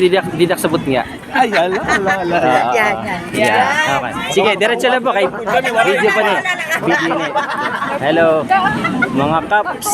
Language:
Waray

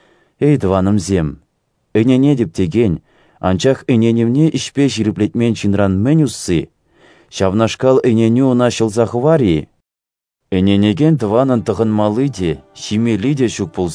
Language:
Chuvash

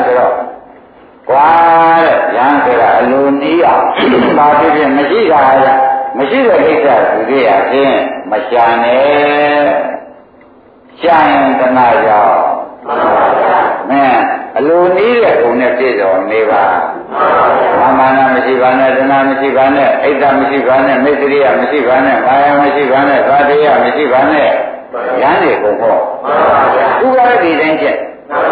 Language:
Burmese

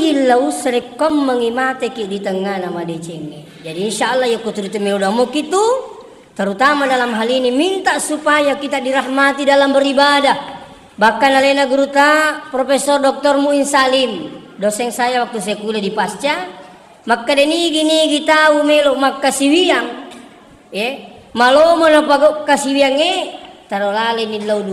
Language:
Buginese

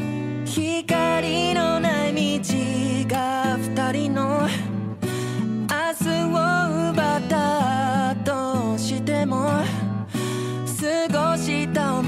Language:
Japanese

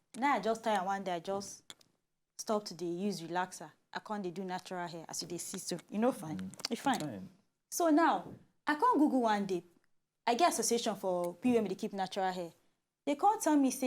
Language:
Nigerian Pidgin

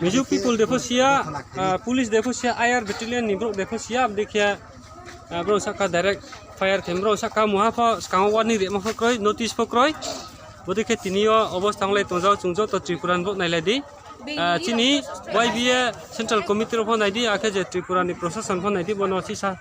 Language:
Riang (India)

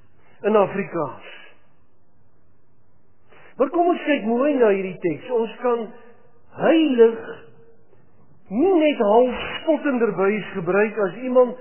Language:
Afrikaans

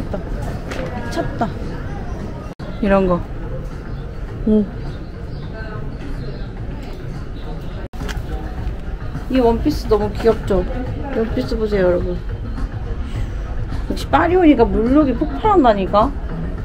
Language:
Korean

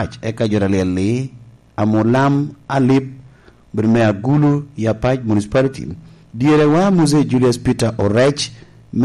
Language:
Lango (Uganda)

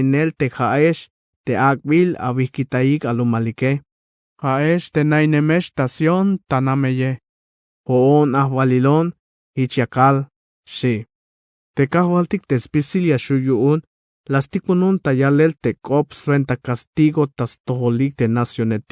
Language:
Tzeltal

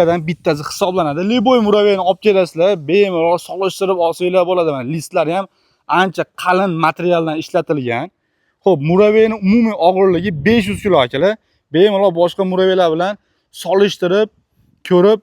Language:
Uzbek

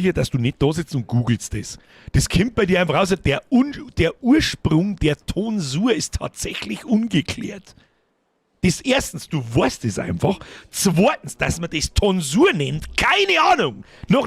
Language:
Bavarian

